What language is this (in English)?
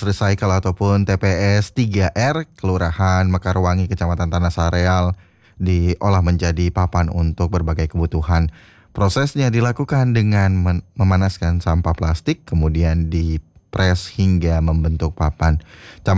Indonesian